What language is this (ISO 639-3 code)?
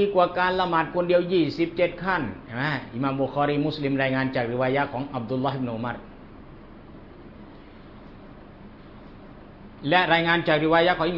tha